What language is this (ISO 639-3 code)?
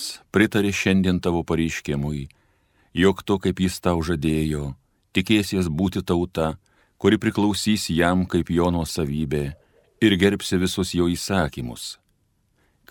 lit